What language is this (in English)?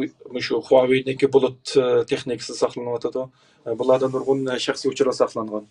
Uyghur